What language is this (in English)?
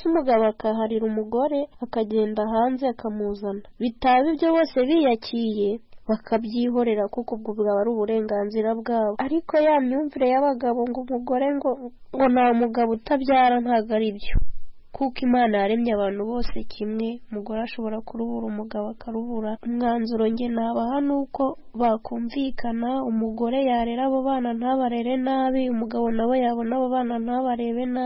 Kinyarwanda